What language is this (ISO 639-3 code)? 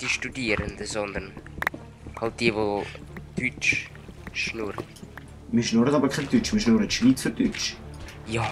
gsw